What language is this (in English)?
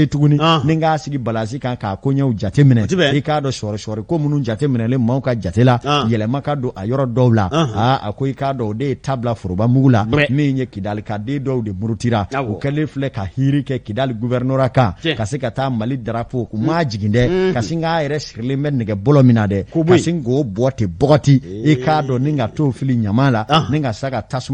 Bambara